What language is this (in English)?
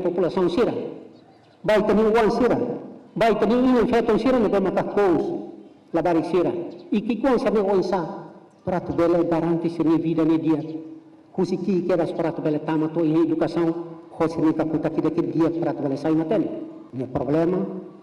Tetum